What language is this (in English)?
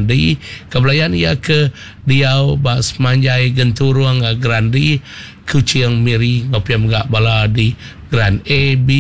Iban